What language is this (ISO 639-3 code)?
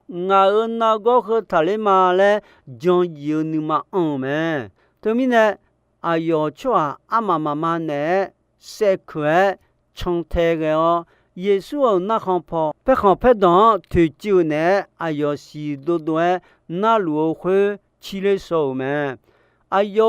ahk